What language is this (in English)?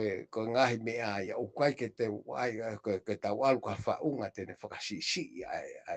Tongan